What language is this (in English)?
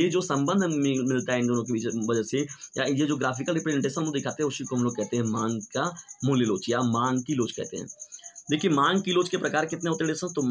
Hindi